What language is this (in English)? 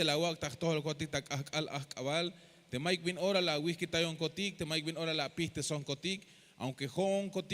Tzeltal